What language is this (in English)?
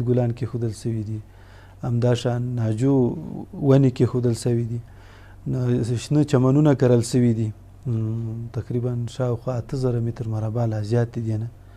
Pashto